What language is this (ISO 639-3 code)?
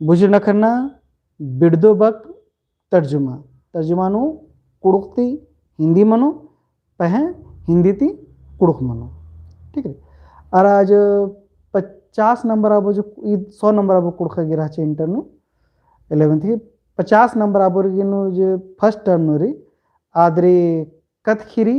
kru